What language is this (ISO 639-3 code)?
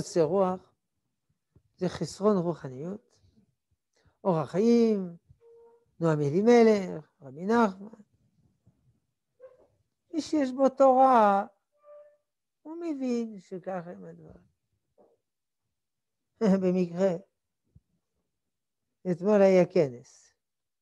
heb